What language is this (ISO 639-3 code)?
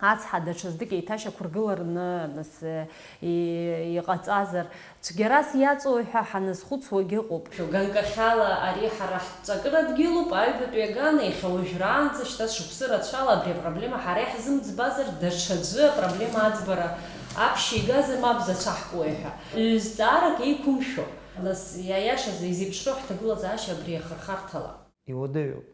abk